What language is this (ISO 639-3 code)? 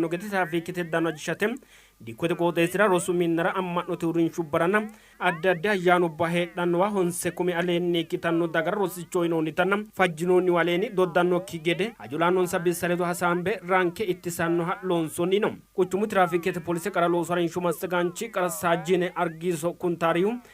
sid